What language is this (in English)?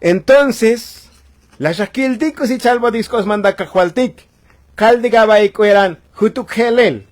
Tzotzil